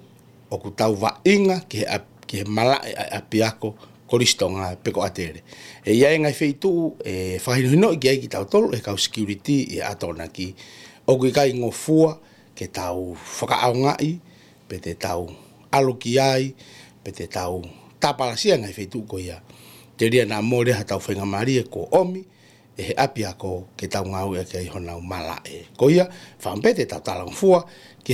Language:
Tongan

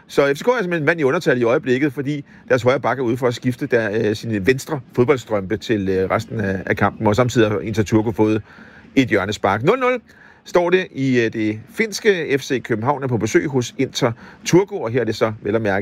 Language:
Danish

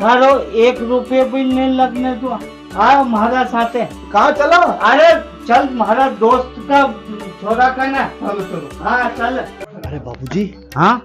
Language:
Rajasthani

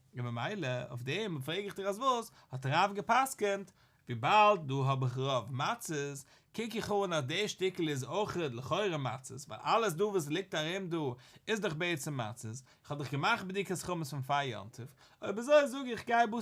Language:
Yiddish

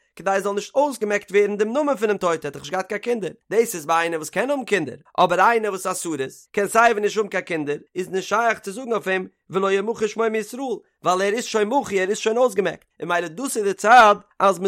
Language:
Yiddish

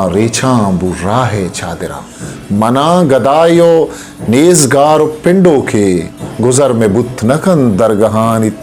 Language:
Eastern Balochi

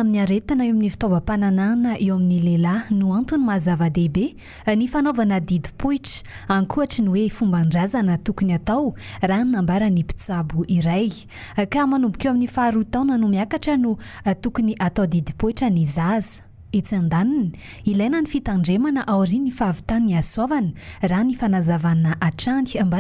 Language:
Malagasy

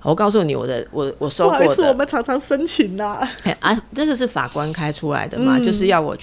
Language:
Chinese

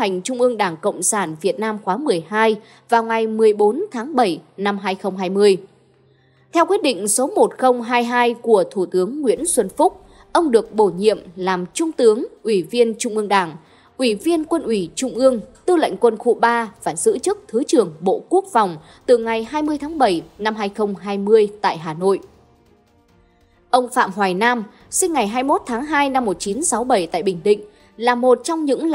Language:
Vietnamese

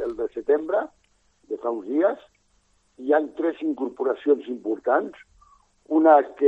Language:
Catalan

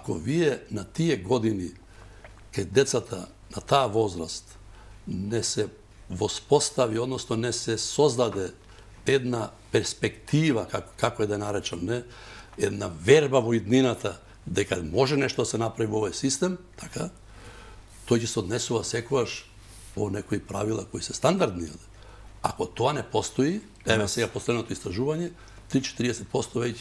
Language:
Macedonian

